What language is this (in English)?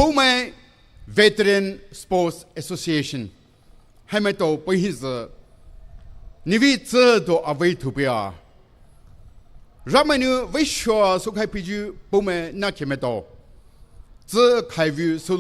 Poumei Naga